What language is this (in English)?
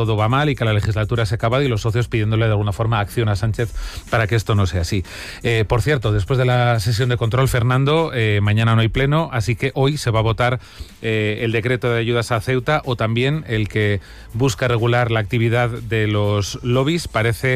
Spanish